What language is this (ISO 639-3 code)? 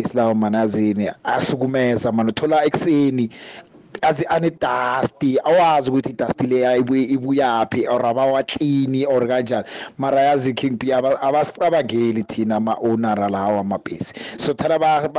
nbl